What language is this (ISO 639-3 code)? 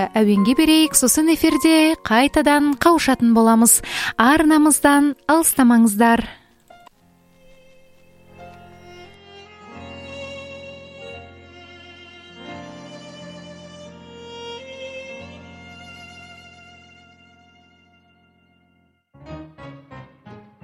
kaz